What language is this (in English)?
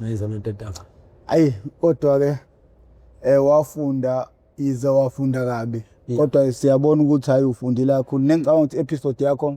Zulu